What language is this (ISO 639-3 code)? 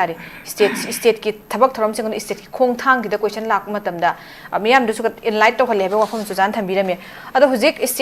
mni